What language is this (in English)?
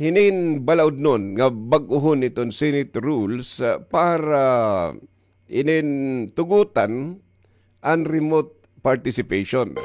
Waray